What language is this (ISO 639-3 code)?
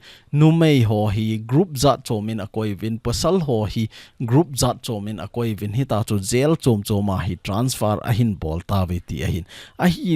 tcz